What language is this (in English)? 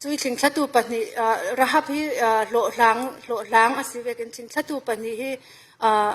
Falam Chin